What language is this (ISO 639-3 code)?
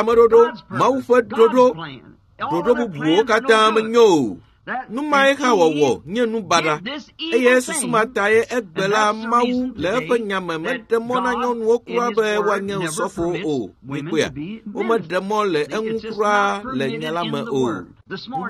ewe